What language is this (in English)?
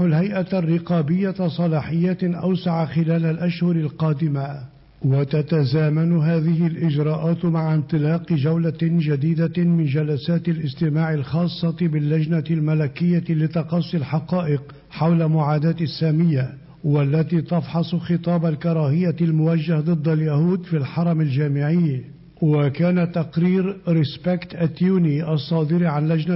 Arabic